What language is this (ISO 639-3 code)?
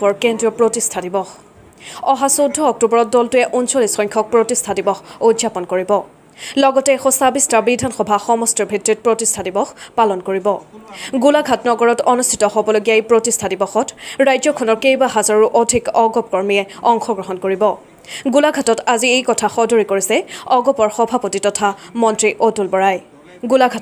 asm